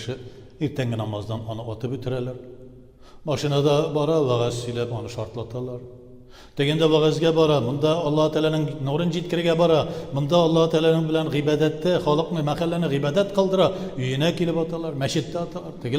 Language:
Tatar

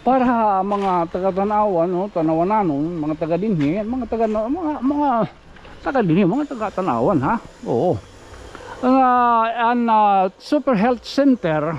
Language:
Waray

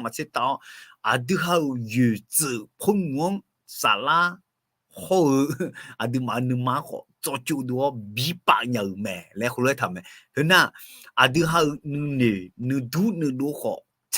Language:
Akha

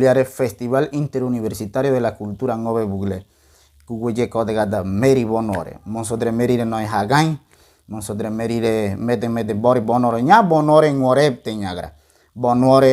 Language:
Ngäbere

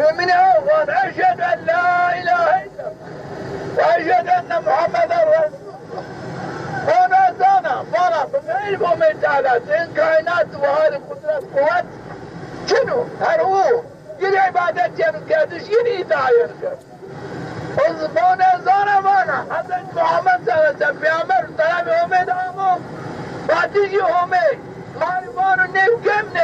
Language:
Zaza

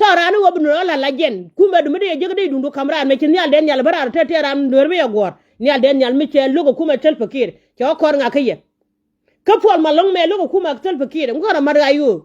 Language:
Nuer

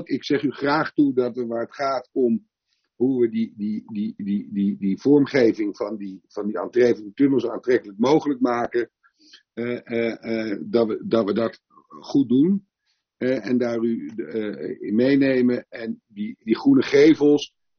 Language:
Dutch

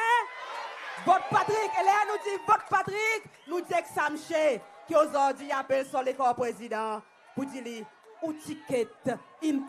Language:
Seselwa Creole French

